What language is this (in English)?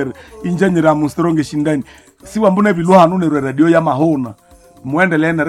Nande